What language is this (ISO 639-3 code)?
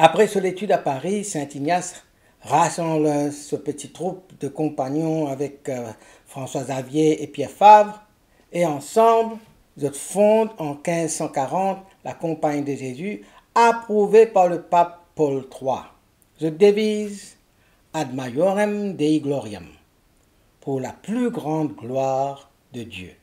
mfe